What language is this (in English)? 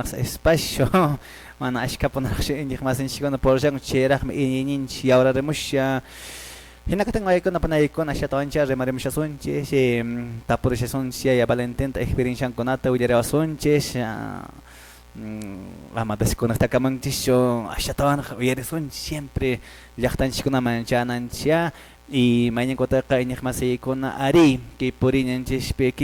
Quechua